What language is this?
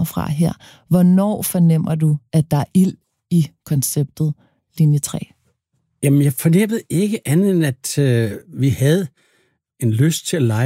Danish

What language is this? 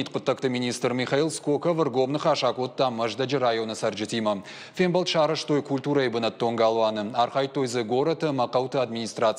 Ossetic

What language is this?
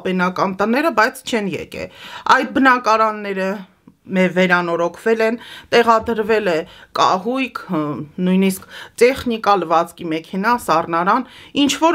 Armenian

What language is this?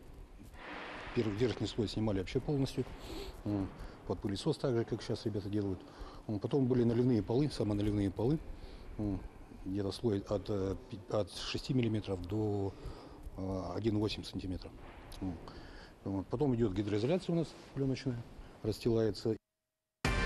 Russian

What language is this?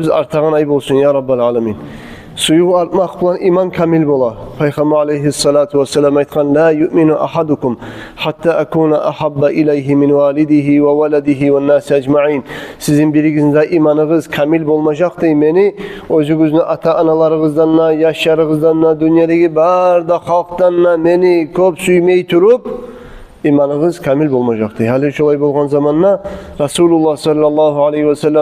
Kumyk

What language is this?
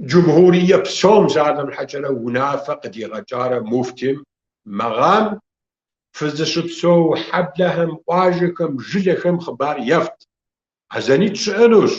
Kabardian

